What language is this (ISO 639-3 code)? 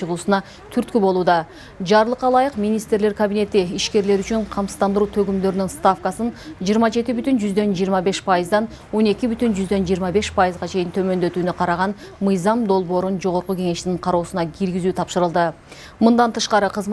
kir